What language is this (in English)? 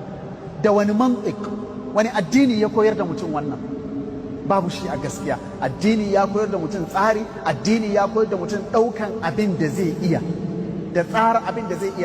Hausa